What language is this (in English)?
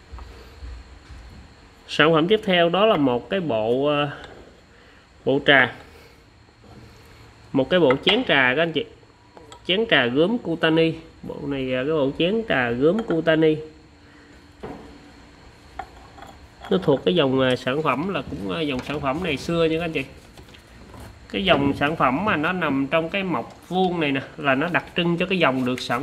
Vietnamese